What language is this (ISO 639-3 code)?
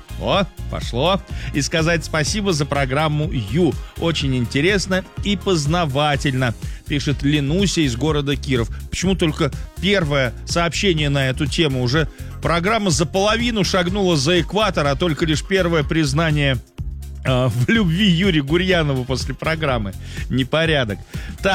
rus